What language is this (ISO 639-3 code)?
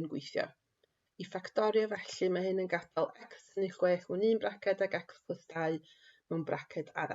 cym